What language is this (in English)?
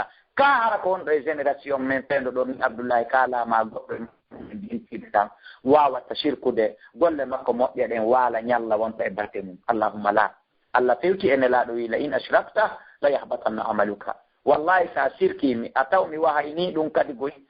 Fula